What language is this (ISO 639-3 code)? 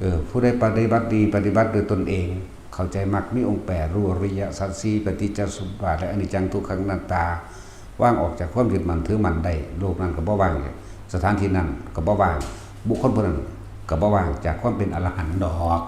tts